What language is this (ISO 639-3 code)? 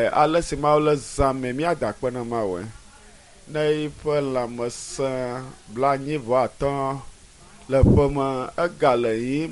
ewe